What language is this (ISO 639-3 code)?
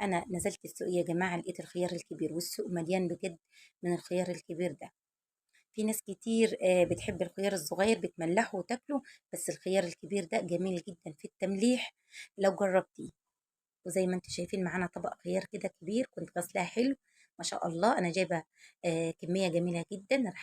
arz